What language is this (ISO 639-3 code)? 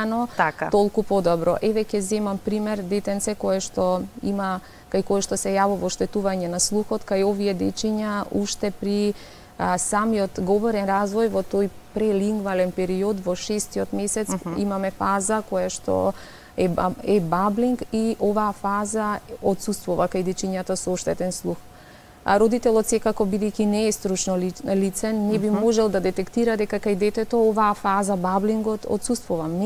mkd